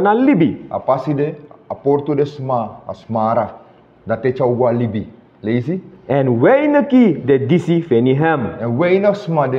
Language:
Sranan Tongo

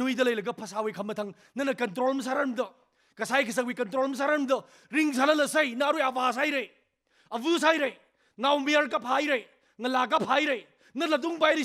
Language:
Tangkhul Naga (India)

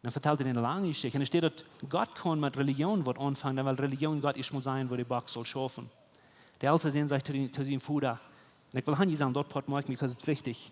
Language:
Plautdietsch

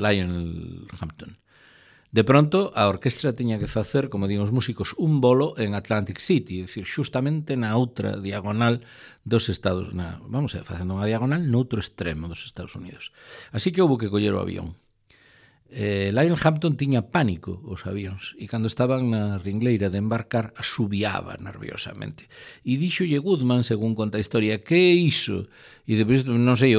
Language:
Galician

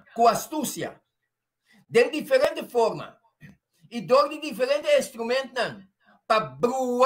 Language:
Papiamento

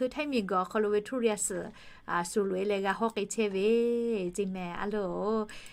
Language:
Lahu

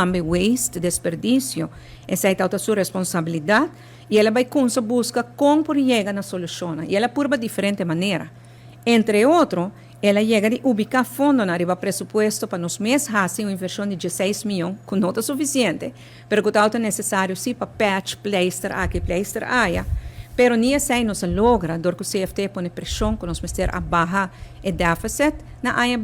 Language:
Papiamento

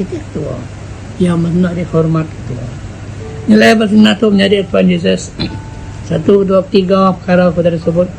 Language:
Iban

